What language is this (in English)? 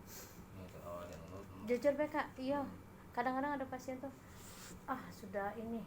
Musi